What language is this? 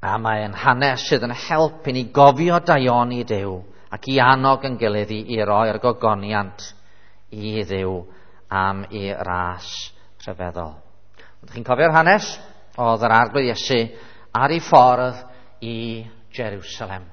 Welsh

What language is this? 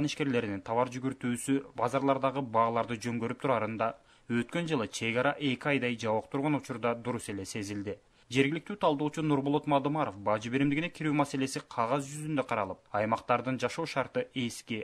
Kyrgyz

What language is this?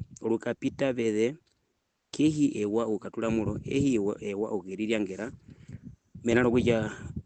Herero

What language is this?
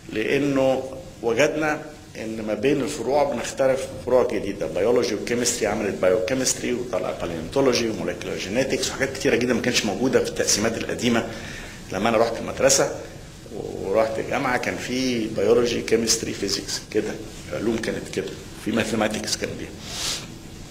Egyptian Arabic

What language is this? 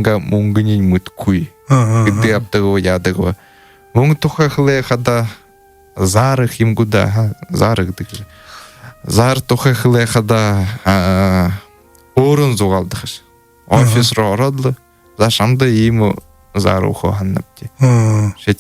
Buriat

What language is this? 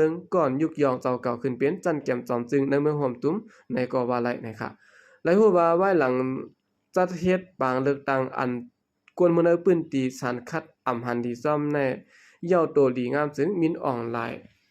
Shan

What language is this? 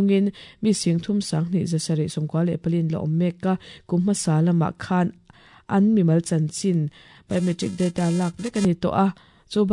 Mizo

